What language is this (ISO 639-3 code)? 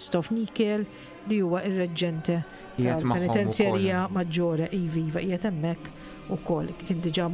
mlt